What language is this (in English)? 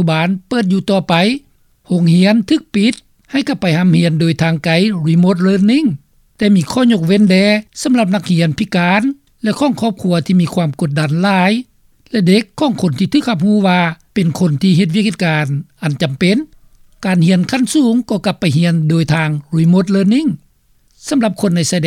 Lao